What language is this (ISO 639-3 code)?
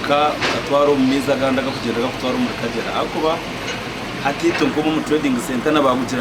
nyn